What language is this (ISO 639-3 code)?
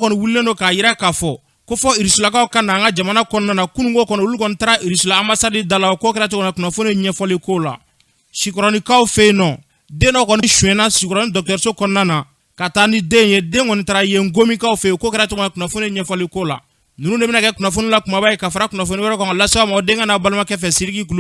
bam